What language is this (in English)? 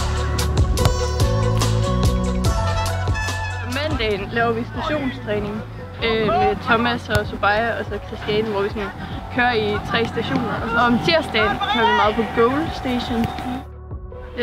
Danish